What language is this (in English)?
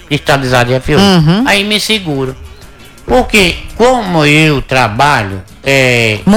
Portuguese